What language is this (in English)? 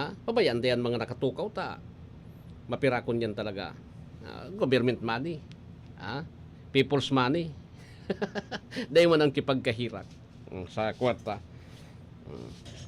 Bikol